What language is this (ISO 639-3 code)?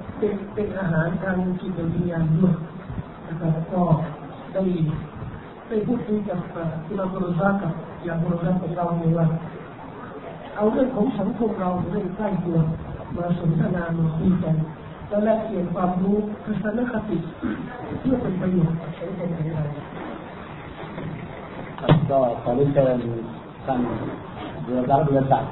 tha